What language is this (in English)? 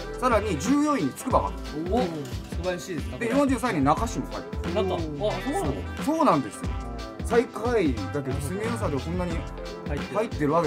Japanese